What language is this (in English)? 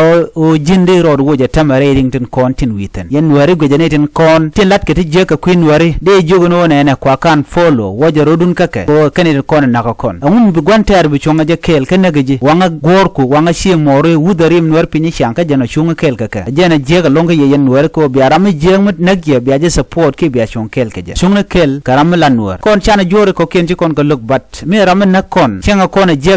Nuer